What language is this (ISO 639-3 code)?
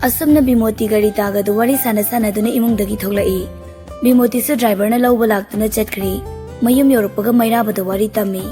mni